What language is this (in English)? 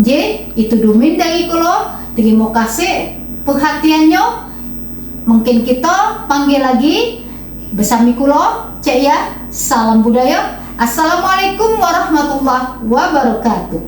Musi